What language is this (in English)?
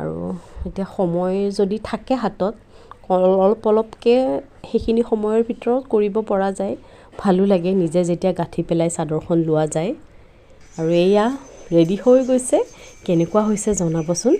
Assamese